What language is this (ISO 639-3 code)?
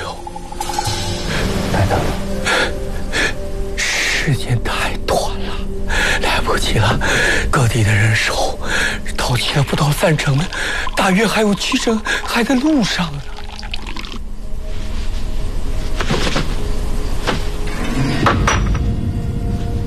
zho